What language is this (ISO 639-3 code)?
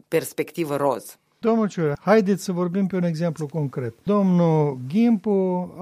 ron